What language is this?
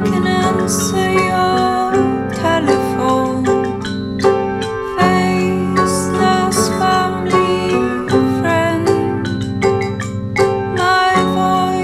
Hebrew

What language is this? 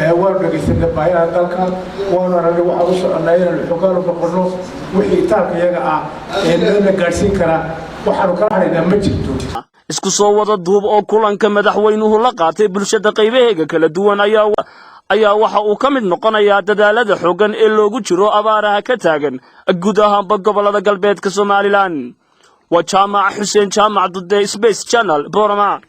Somali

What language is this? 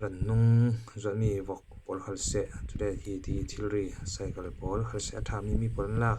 Falam Chin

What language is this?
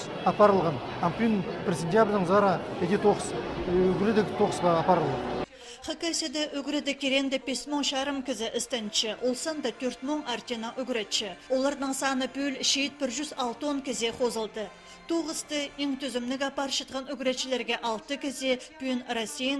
Khakas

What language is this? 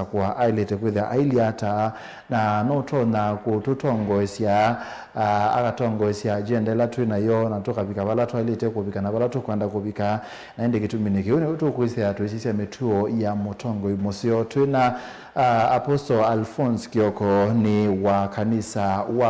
Kamba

